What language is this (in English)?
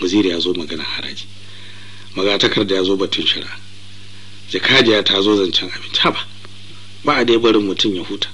Hausa